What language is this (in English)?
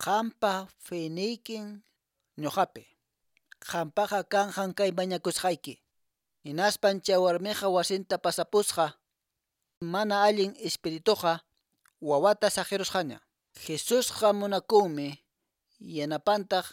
Quechua